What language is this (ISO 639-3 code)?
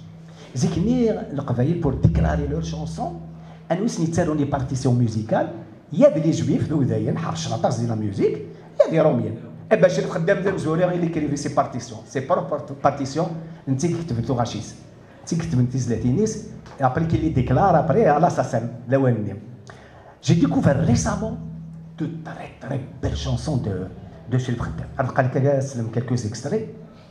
kab